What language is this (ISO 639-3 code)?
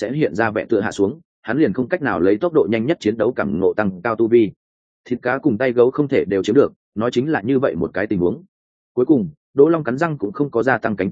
vie